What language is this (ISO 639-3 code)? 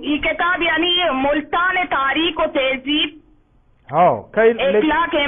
bgp